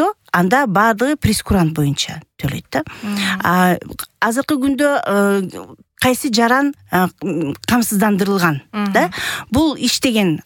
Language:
Kyrgyz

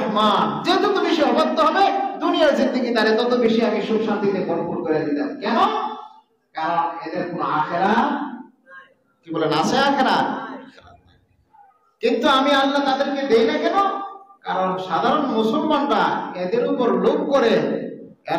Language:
Bangla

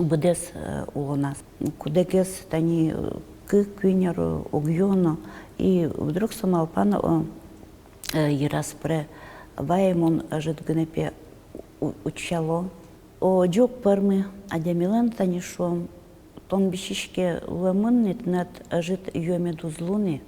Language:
Udmurt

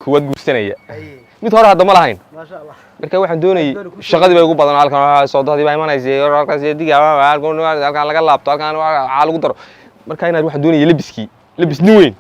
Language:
Somali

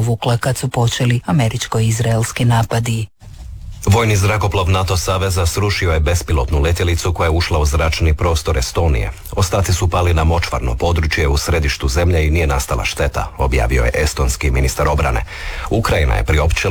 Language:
Croatian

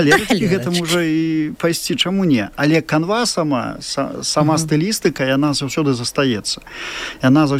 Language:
Belarusian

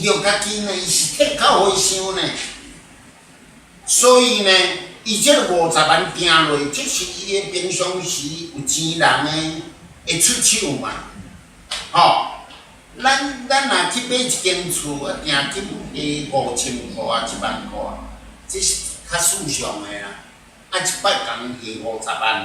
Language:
Min Nan Chinese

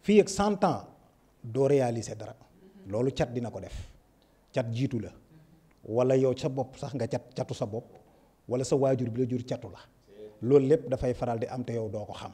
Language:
Wolof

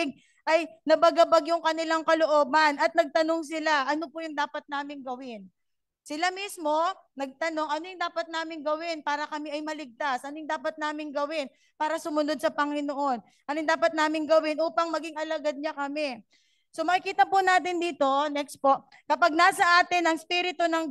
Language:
Filipino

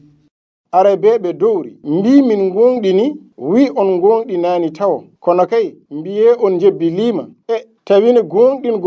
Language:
Fula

